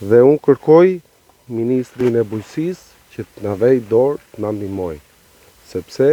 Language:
Albanian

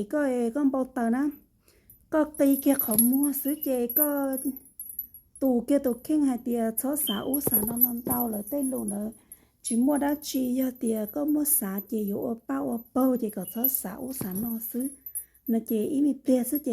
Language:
Hmong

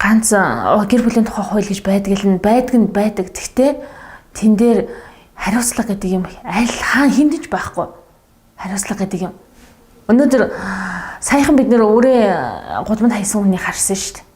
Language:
Mongolian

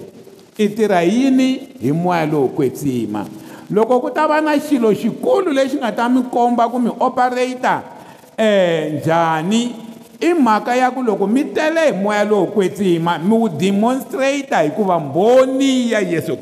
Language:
Tsonga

